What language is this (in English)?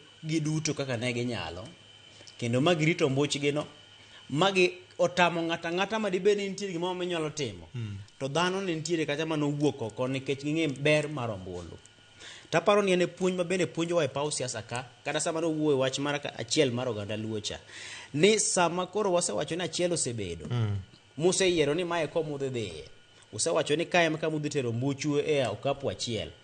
Luo (Kenya and Tanzania)